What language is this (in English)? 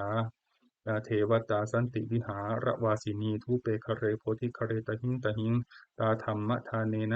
Pali